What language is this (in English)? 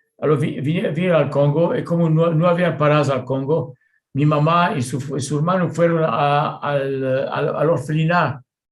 Ladino